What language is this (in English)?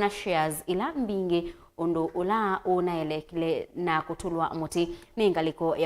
Kamba